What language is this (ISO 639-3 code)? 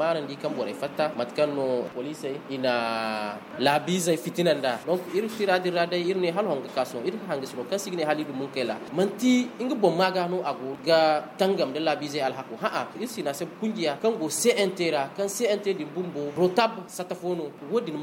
dje